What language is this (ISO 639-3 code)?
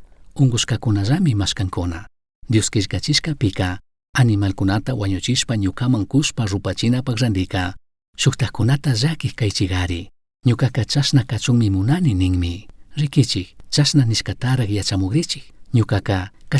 qug